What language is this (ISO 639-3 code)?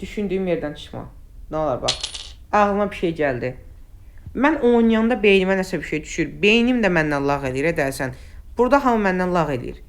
aze